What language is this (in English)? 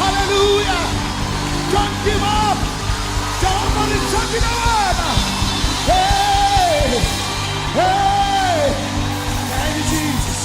Tswana